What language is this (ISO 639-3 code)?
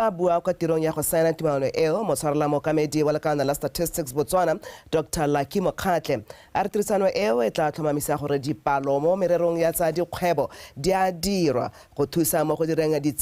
tsn